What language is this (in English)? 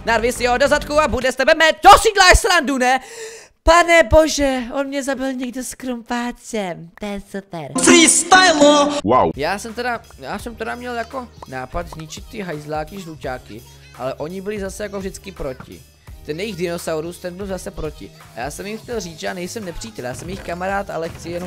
Czech